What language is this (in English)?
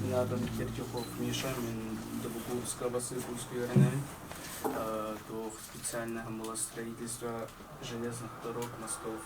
Yakut